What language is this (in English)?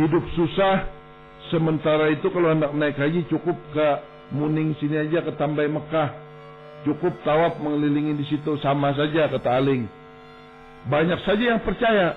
Banjar